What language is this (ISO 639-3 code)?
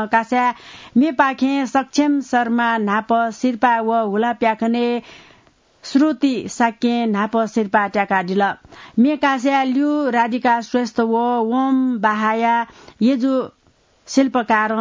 new